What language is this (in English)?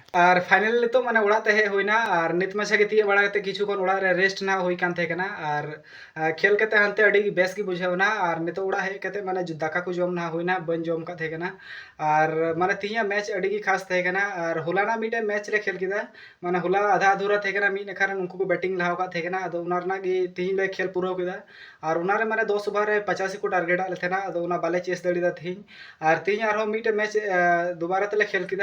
Santali